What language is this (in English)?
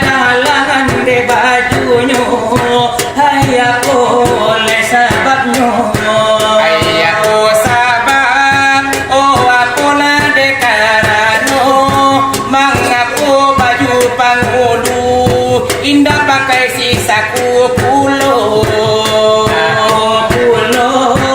Minangkabau